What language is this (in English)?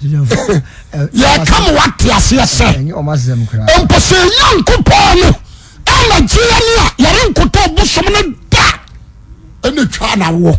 Akan